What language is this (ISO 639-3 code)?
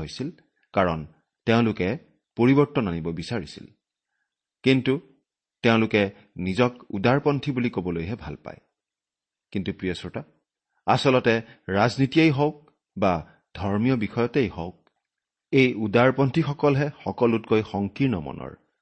asm